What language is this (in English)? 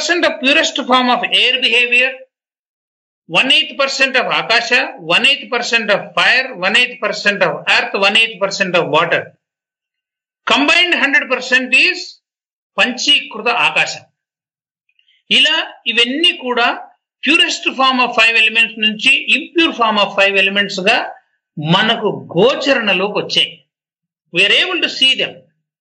Telugu